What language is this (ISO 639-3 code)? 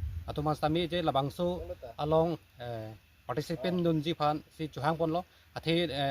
mjw